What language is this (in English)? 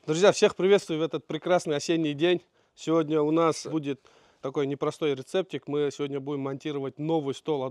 Russian